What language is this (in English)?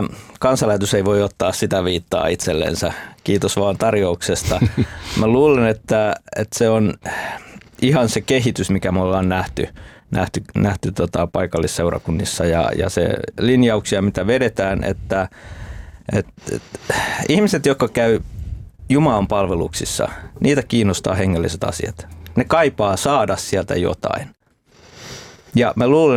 Finnish